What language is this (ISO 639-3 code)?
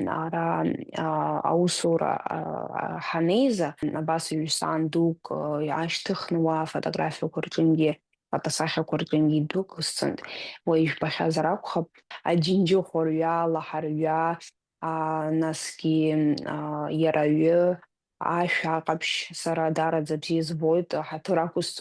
abk